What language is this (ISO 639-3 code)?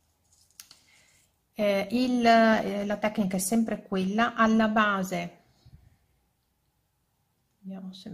ita